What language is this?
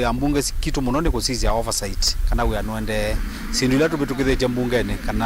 Kamba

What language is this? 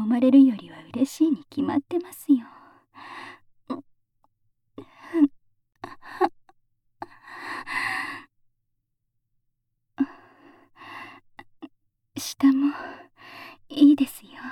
Japanese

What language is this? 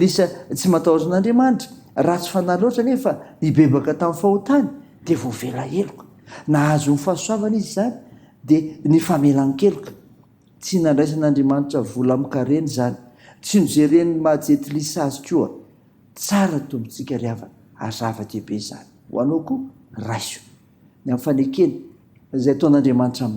Malagasy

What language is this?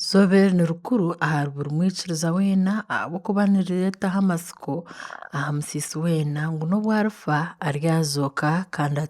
Nyankole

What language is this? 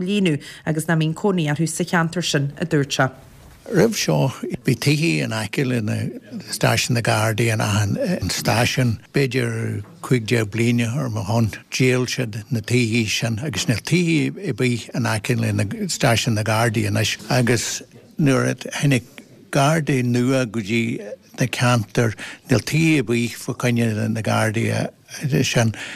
Irish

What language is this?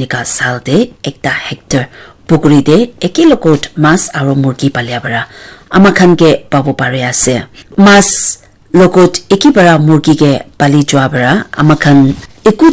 Naga Pidgin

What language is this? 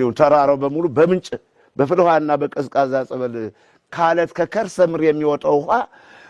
Amharic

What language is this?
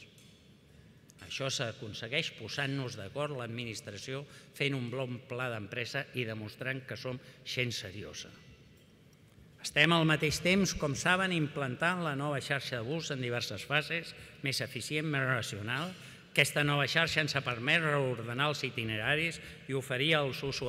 Catalan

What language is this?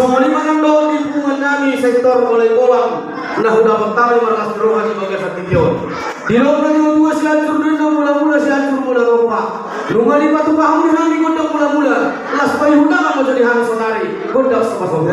Batak Toba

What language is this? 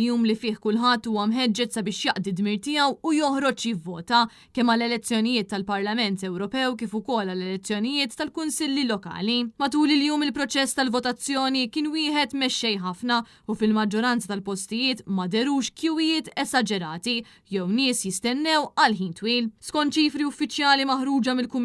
Maltese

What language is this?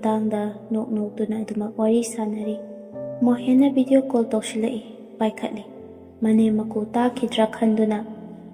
Manipuri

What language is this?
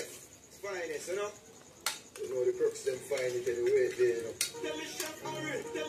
Jamaican Creole English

